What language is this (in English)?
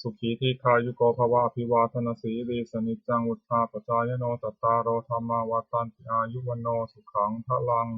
Pali